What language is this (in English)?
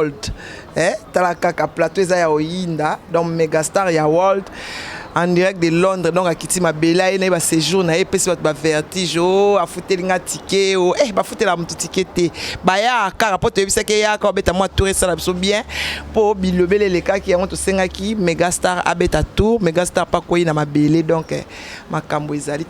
Lingala